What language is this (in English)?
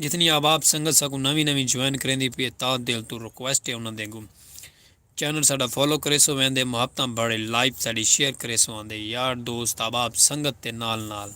Saraiki